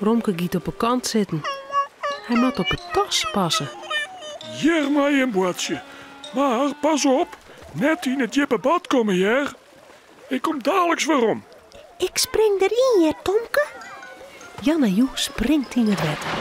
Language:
Western Frisian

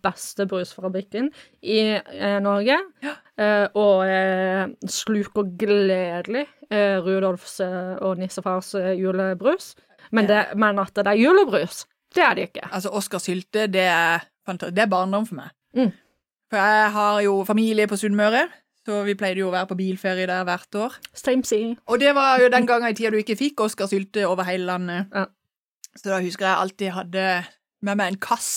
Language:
Norwegian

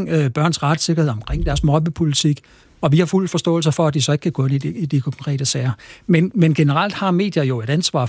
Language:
Danish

